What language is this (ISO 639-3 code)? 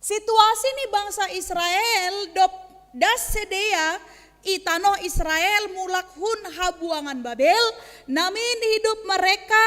bts